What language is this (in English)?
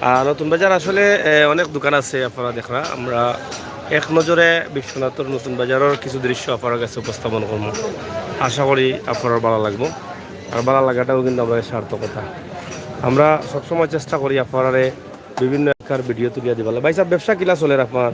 Sylheti